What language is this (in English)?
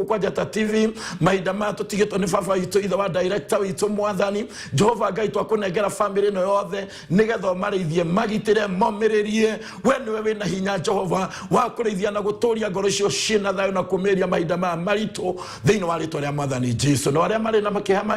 Kikuyu